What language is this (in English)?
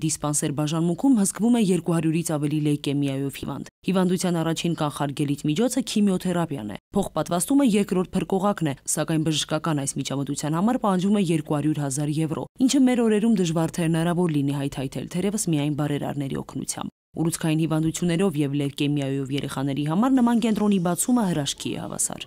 Armenian